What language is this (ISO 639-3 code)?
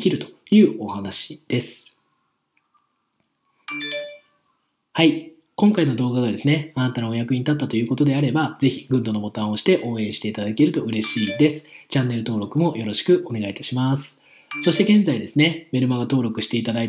jpn